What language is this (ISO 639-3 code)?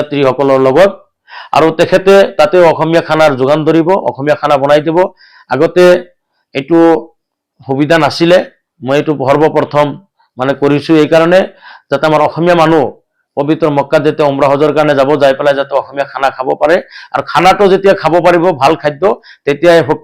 asm